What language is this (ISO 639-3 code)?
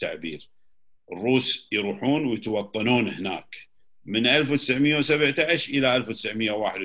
afb